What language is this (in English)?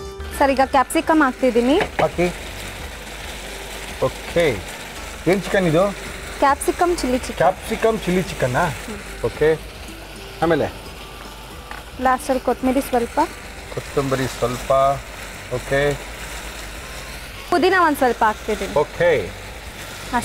Kannada